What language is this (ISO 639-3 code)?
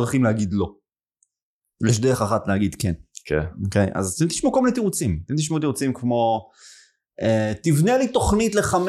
heb